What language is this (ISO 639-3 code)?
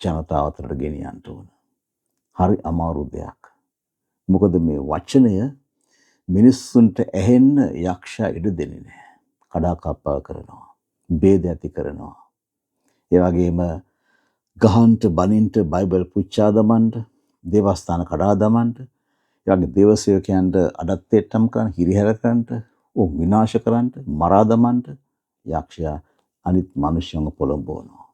sin